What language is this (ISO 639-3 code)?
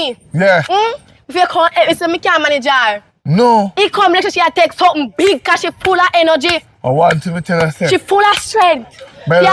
jam